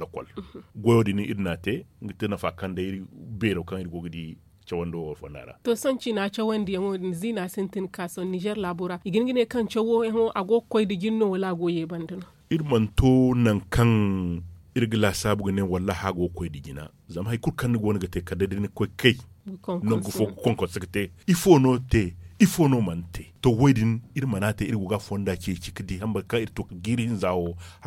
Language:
Zarma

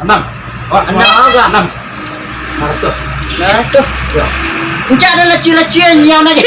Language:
Minangkabau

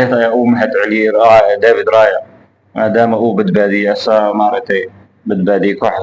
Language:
Somali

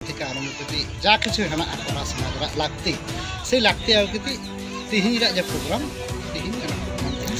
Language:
Santali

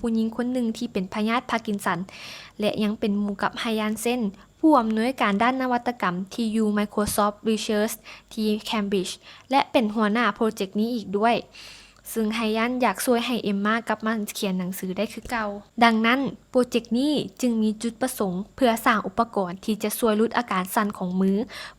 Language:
Lao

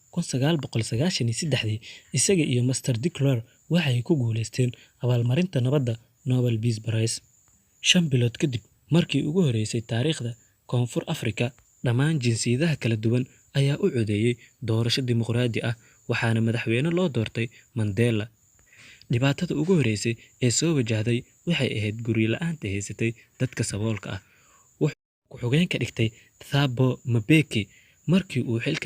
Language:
Somali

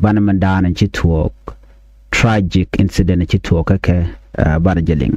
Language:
Nuer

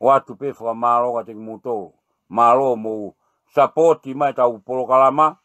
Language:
Tongan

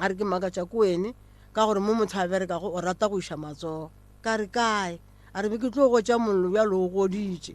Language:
Northern Sotho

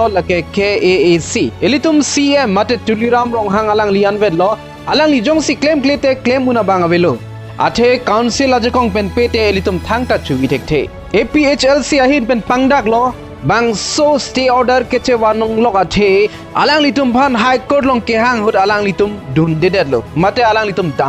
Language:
Karbi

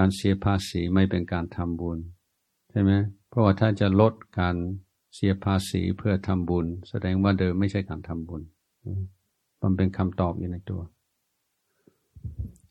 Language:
Thai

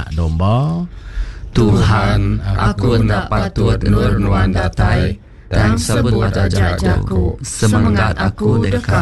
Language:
Iban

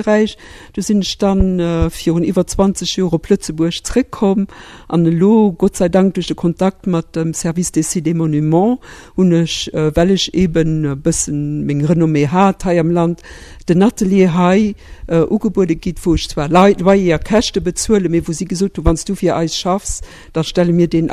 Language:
Luxembourgish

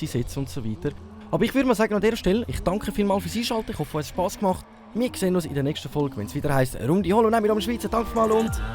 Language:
Swiss German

